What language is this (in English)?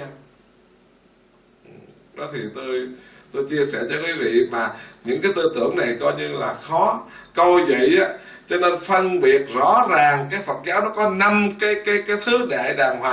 Vietnamese